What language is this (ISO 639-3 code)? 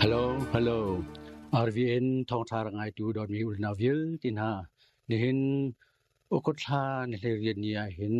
cnh